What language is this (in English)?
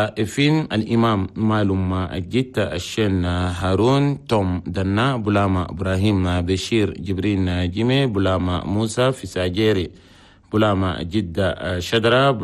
Chadian Arabic